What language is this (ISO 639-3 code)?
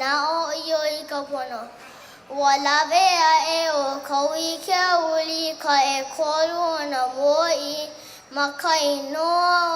haw